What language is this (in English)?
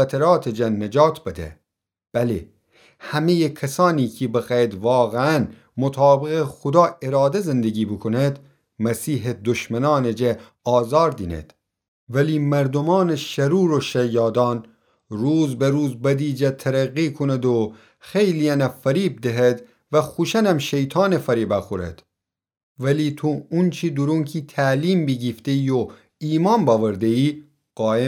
Gilaki